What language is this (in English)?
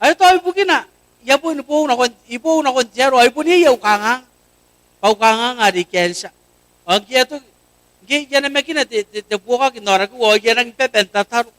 Gilbertese